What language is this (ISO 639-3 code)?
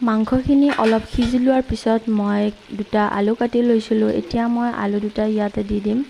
asm